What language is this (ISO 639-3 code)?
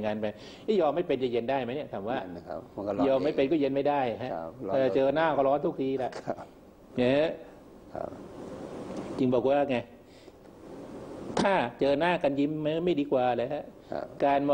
tha